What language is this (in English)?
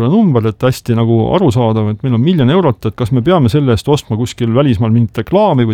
Estonian